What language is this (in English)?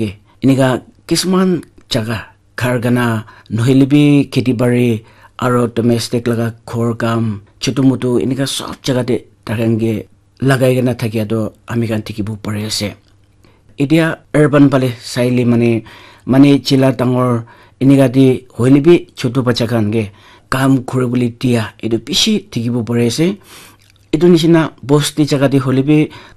Naga Pidgin